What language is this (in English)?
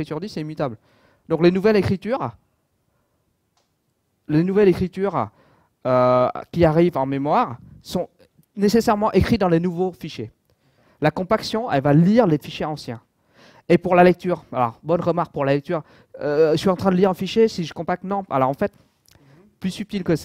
French